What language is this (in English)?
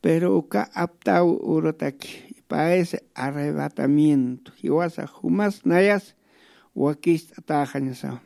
Aymara